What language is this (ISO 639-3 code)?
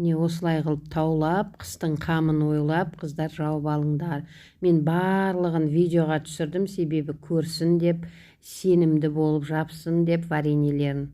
kaz